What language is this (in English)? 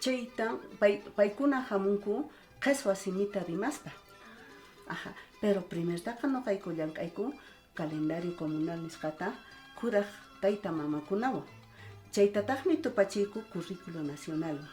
Quechua